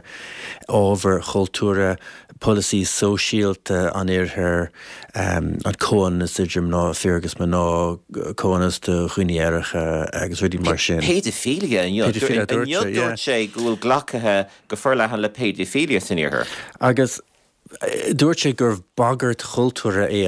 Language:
Irish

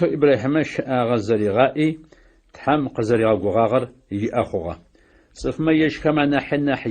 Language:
Adyghe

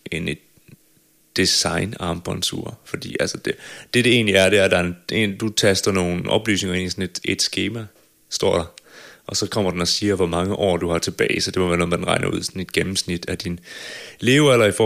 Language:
Danish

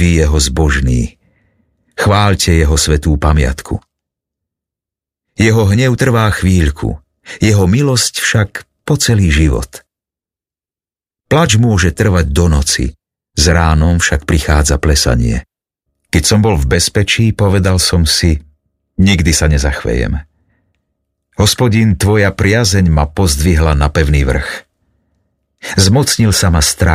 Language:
Slovak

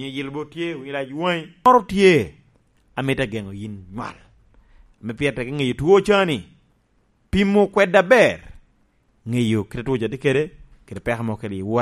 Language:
Lango (Uganda)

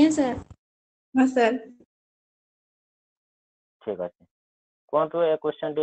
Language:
Odia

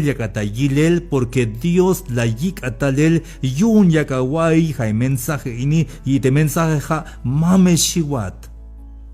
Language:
Tzeltal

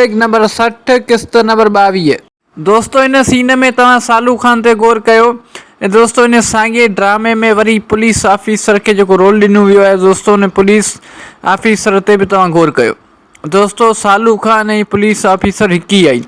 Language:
Sindhi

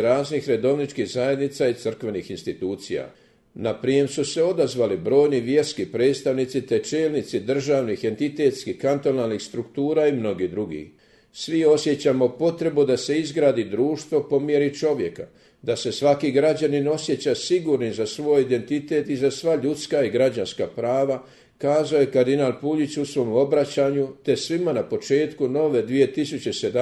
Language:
Croatian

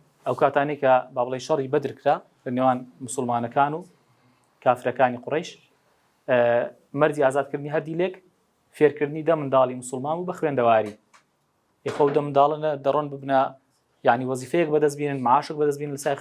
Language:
Central Kurdish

